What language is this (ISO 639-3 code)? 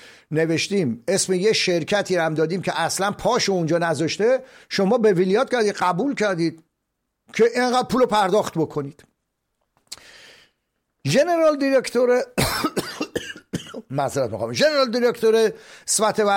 fas